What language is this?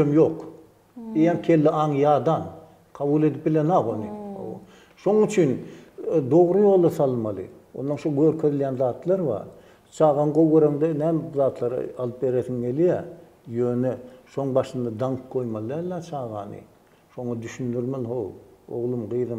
Turkmen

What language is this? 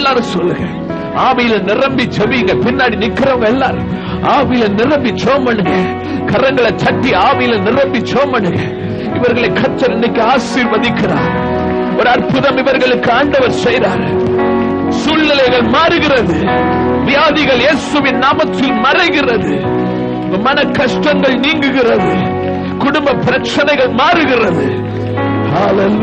Tamil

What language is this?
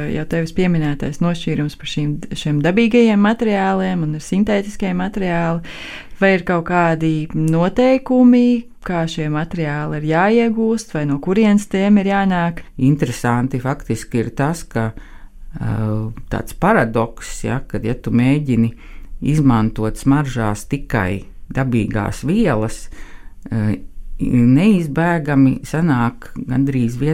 Latvian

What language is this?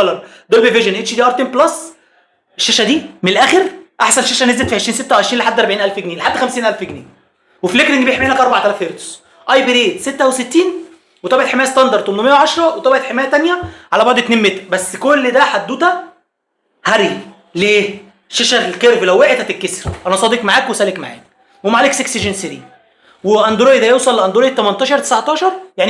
Egyptian Arabic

